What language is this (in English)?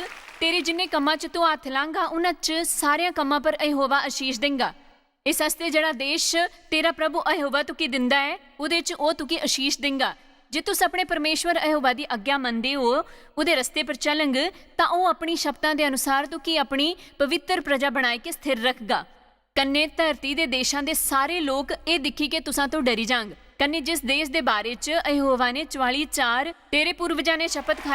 Dogri